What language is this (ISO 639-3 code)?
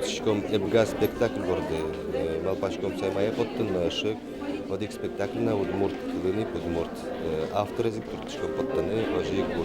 udm